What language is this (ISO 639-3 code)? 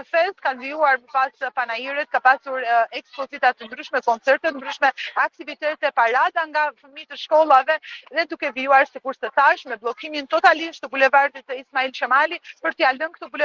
sqi